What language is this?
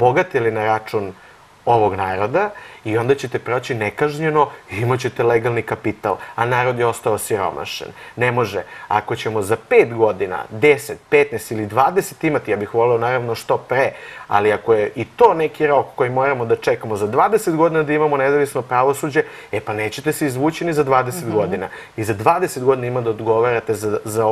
Serbian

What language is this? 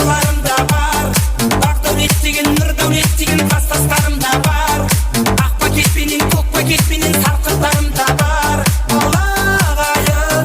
Kara-Kalpak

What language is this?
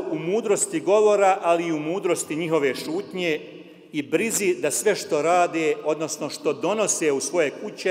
Bosnian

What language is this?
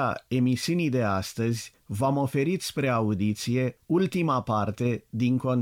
Romanian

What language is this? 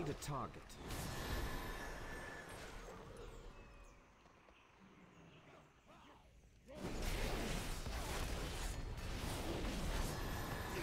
English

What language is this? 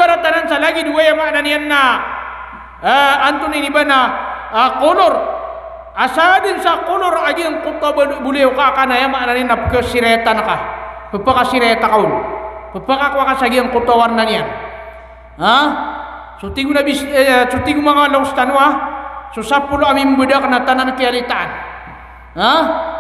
Maranao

